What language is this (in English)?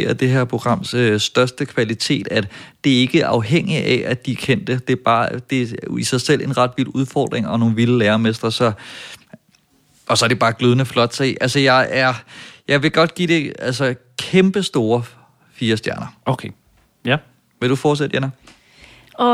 Danish